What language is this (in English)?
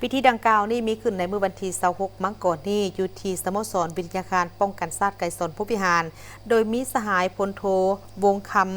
Lao